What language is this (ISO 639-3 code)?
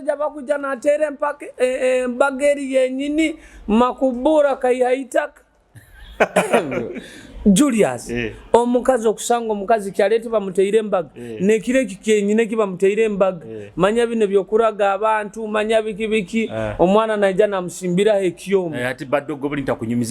nyo